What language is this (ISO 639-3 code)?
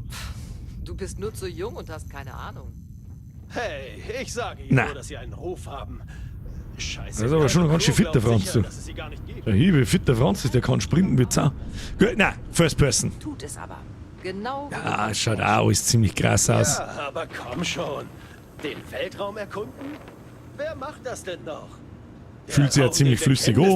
bar